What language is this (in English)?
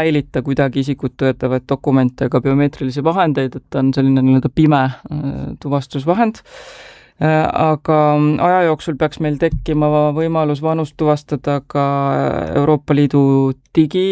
Estonian